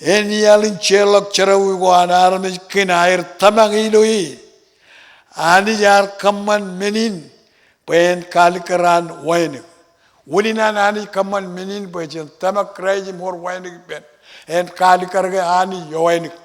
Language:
Marshallese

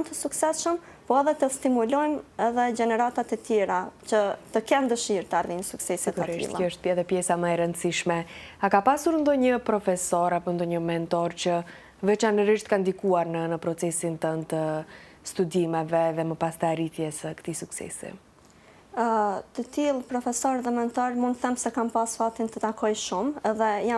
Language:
Albanian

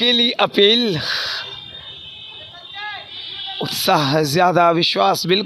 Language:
Hindi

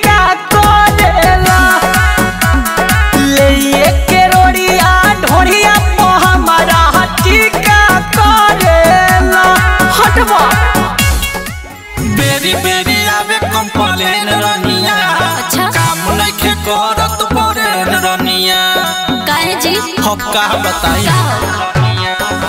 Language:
Bhojpuri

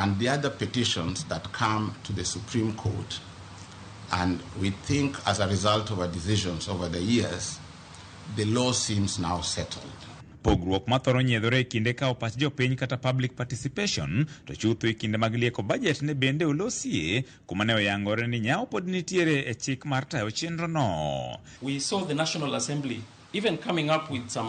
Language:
Luo (Kenya and Tanzania)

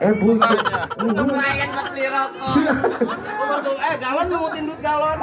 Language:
Betawi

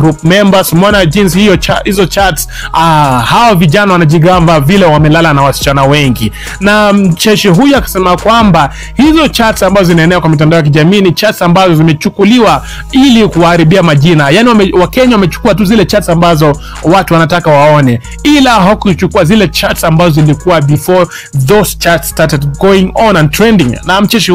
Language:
Swahili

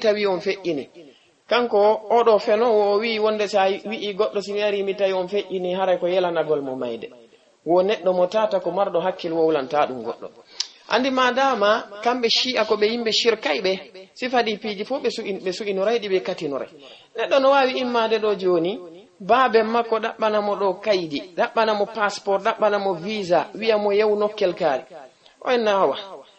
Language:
Fula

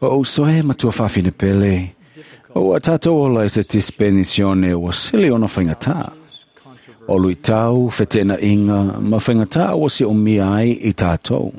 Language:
Samoan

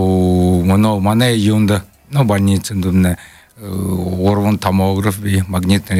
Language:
Buriat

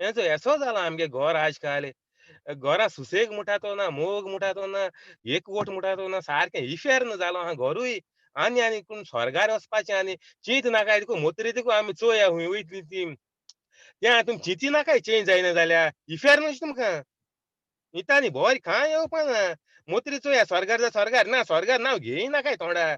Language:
Konkani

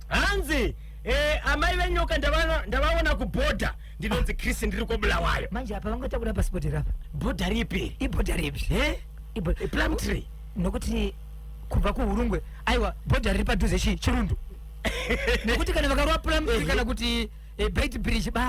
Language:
Shona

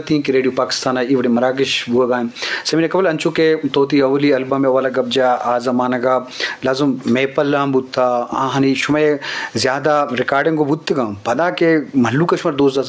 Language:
Eastern Balochi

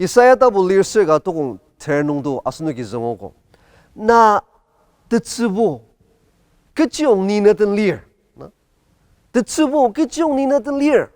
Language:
Ao Naga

